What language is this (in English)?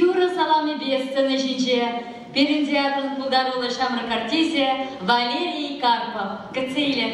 Chuvash